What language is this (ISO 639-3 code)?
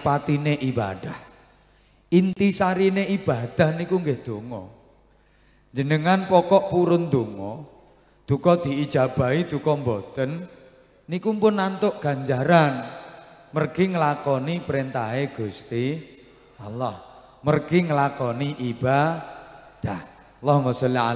jav